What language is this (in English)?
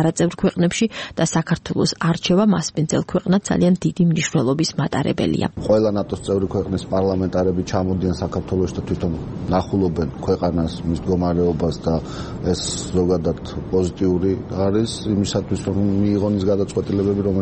Georgian